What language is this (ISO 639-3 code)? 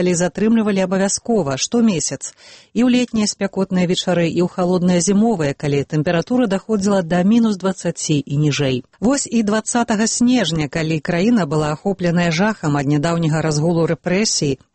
bel